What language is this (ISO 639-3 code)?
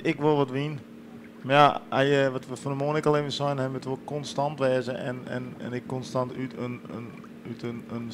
fry